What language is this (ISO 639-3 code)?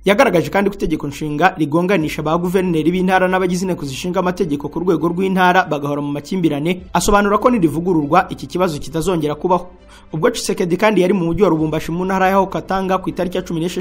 kin